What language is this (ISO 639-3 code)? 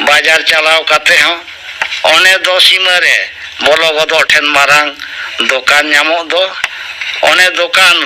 sat